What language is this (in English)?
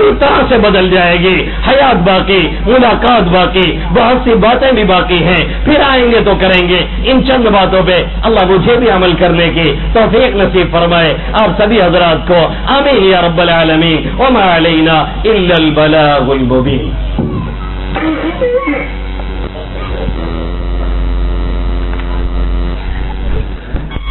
Urdu